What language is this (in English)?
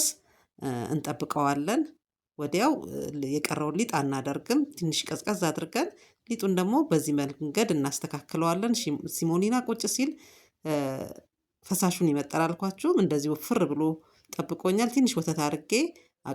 Amharic